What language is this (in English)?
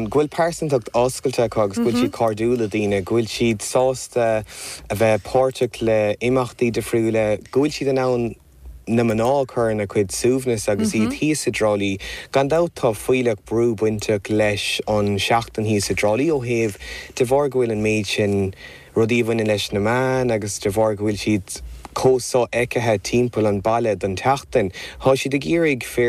Irish